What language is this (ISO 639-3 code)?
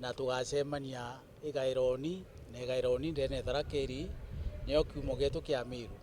mer